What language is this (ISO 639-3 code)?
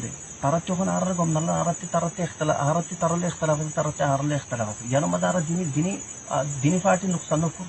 rhg